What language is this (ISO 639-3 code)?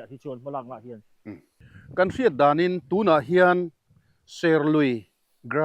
lus